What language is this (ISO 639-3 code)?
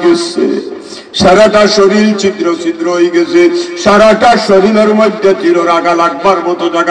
syl